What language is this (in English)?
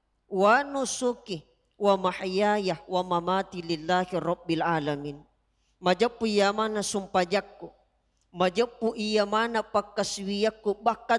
Buginese